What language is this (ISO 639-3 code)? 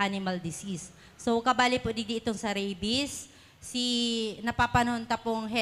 bik